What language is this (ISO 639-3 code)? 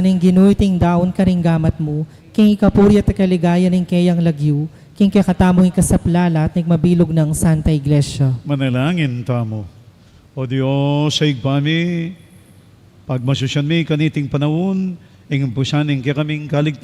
pam